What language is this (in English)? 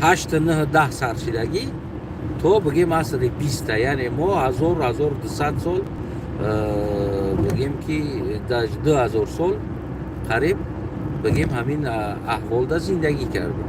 Tajik